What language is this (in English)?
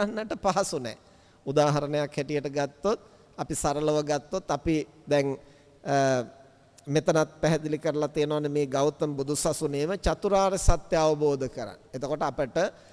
Sinhala